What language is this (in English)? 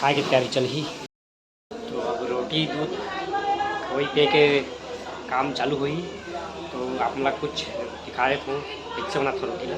Chhattisgarhi